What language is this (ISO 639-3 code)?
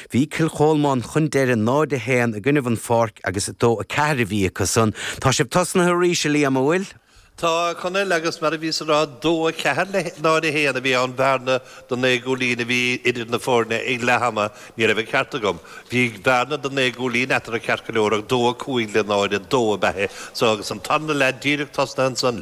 gle